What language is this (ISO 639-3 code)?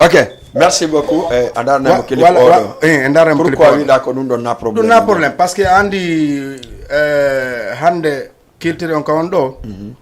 ful